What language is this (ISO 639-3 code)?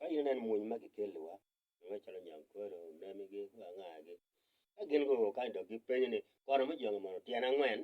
ach